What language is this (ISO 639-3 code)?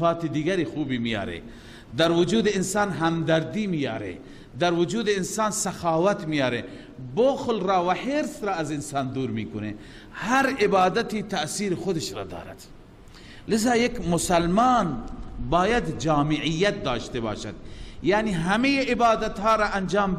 fas